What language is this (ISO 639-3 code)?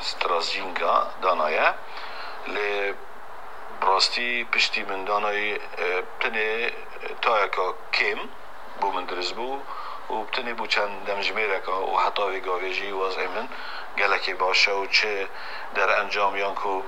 kur